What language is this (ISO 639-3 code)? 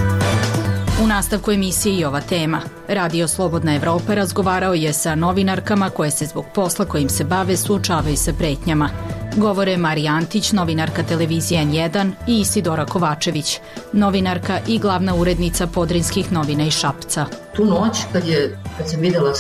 srp